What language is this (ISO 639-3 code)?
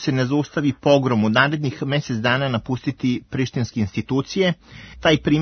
srp